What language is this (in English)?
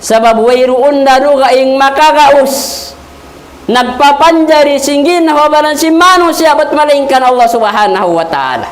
Tausug